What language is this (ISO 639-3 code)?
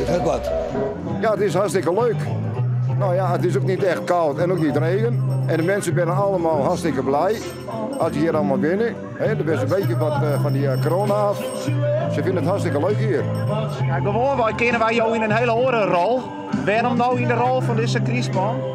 fry